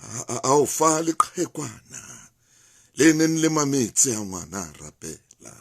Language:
Southern Sotho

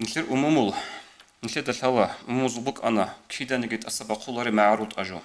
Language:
Avaric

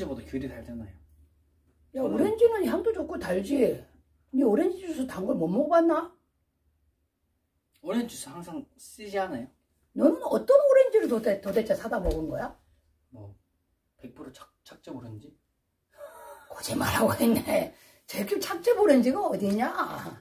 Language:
Korean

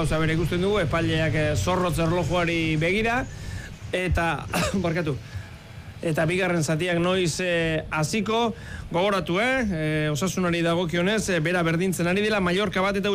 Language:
Basque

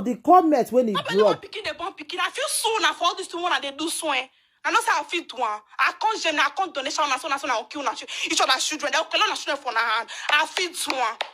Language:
Nigerian Pidgin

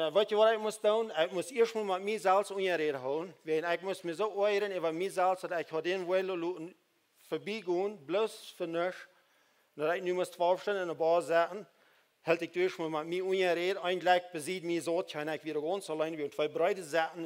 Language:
Plautdietsch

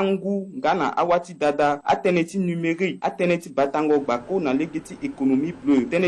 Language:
Sango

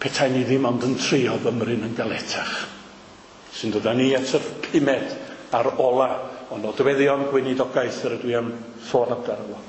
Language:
Welsh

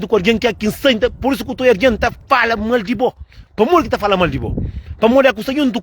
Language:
Kabuverdianu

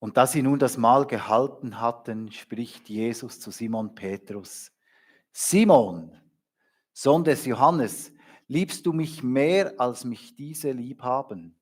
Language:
Swiss German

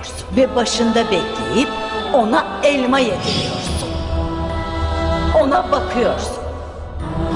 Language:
Turkish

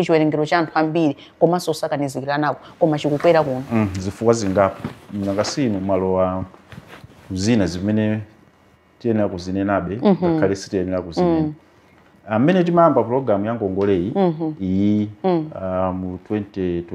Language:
Nyanja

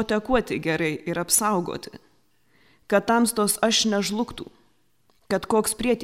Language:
Lithuanian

